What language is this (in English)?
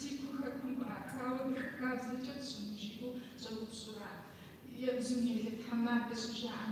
Kabardian